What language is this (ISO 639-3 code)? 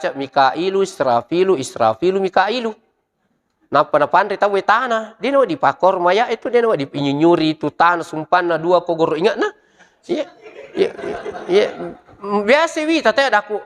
bug